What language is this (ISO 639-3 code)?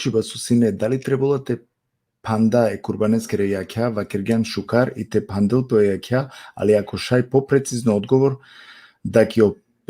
rmn